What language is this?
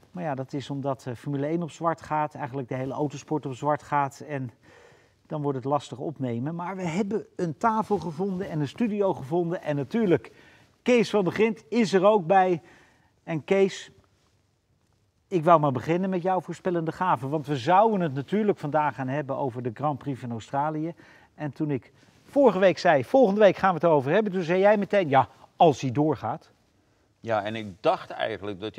Dutch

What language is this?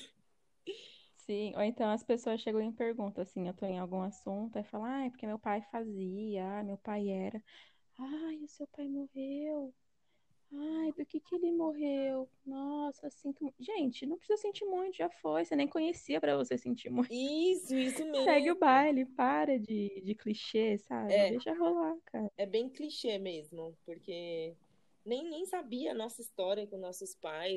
Portuguese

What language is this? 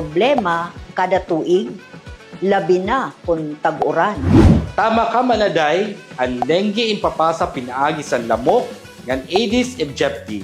Waray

